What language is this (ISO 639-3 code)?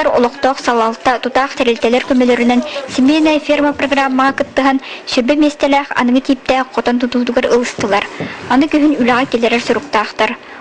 sah